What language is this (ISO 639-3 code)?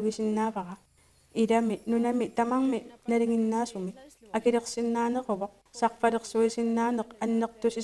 kal